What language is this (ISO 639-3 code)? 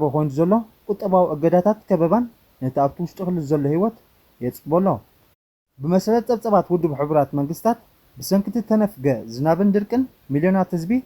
tir